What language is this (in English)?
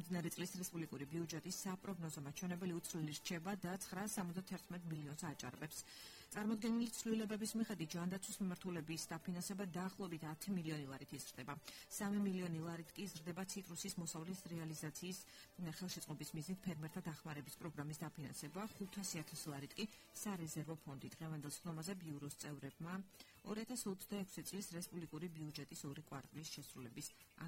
Georgian